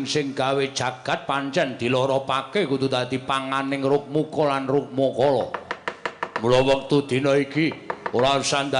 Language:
Javanese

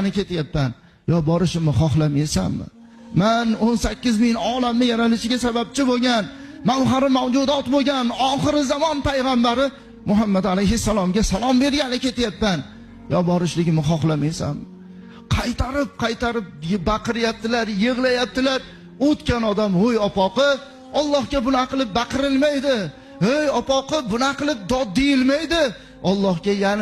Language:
Uzbek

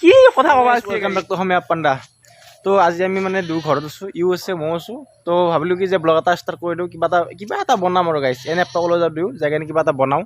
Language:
Assamese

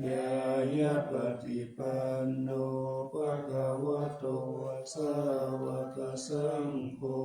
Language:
Pali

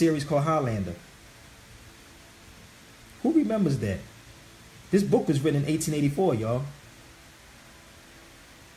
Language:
English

